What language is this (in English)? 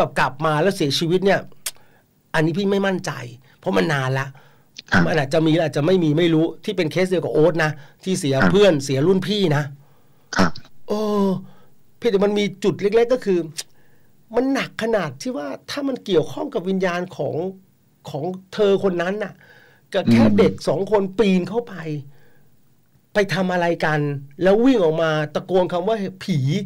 Thai